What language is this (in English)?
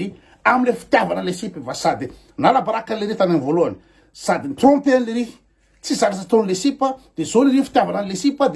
Malagasy